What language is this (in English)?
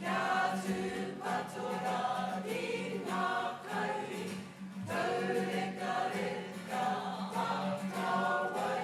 Māori